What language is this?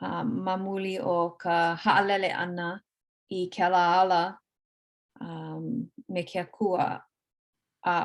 Hawaiian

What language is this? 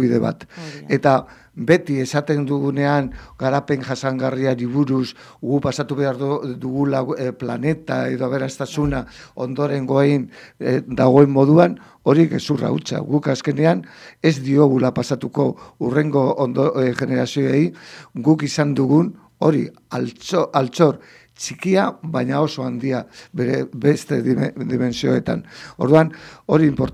Basque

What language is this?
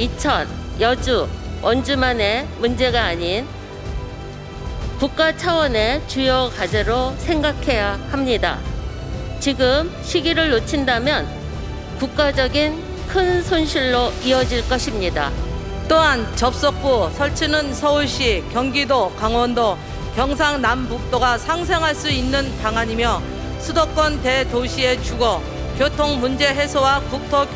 Korean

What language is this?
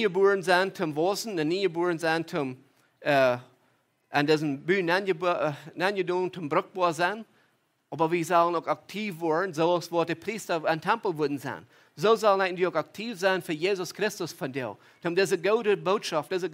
Plautdietsch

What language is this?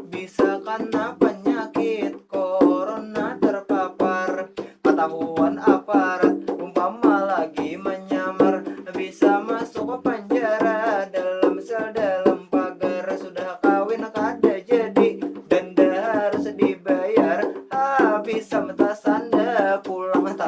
Banjar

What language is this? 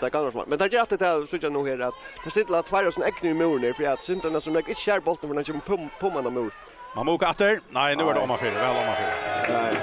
Faroese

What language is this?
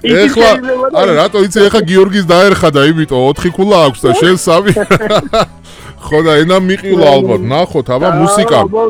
Georgian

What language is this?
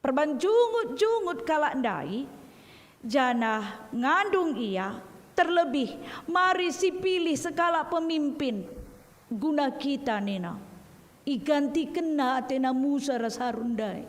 Batak Karo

